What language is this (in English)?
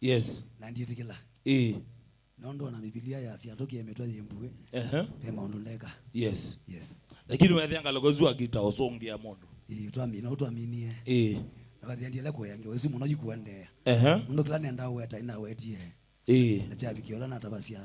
Kamba